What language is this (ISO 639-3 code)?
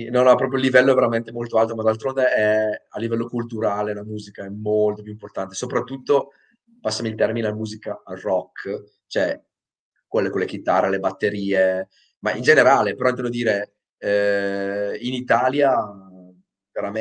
ita